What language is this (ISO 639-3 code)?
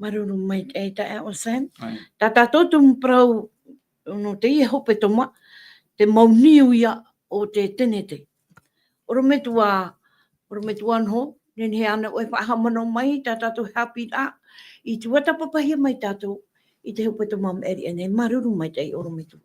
tah